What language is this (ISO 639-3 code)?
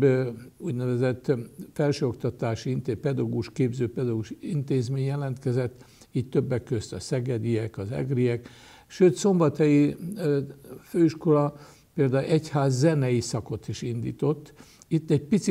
hun